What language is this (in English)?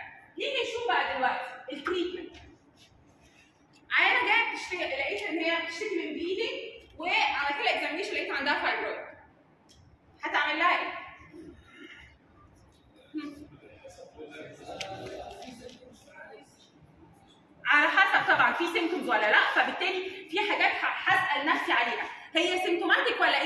Egyptian Arabic